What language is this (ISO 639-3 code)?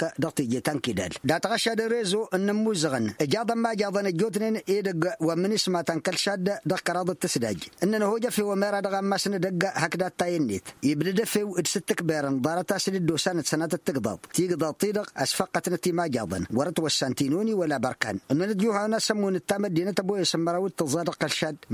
taq